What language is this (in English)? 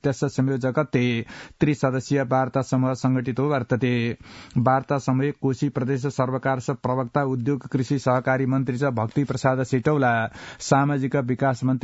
Sanskrit